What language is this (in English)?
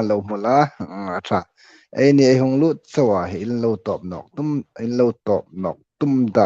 Hmar